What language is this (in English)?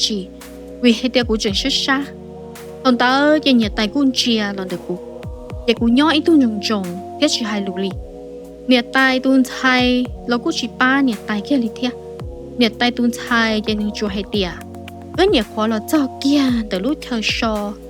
Hmong